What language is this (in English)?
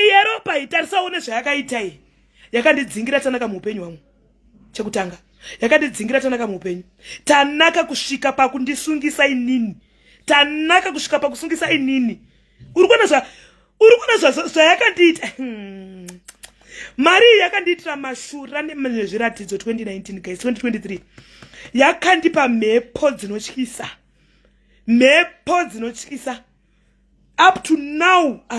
Shona